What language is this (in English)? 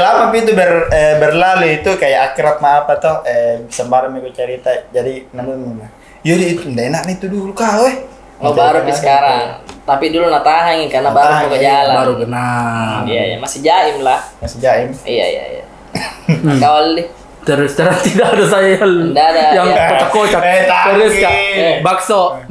Makassar Malay